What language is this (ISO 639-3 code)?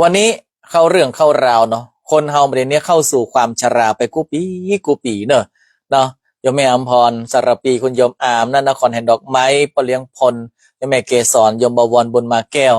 nod